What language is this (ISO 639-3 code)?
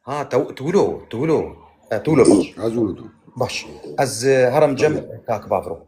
kur